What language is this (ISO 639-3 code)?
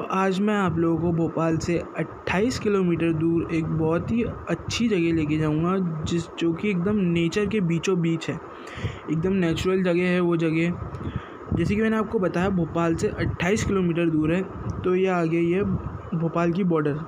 hin